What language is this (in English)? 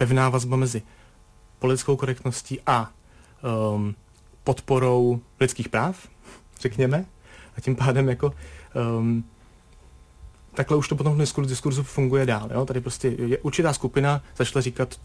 Czech